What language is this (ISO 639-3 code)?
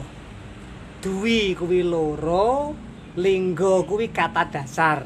jav